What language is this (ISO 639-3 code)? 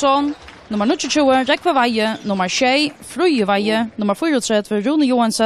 fao